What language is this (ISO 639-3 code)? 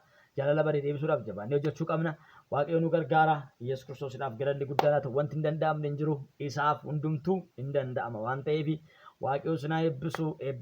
orm